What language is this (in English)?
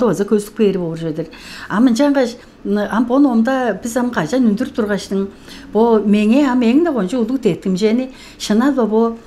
Tuvinian